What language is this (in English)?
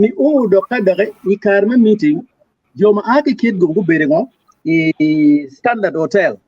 Acoli